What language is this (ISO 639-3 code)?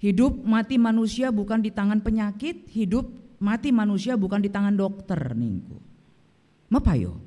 btx